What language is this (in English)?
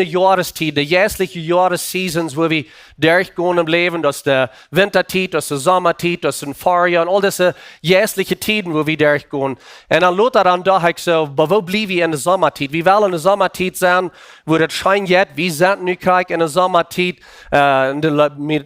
Plautdietsch